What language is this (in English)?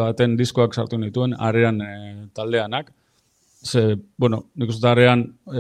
Basque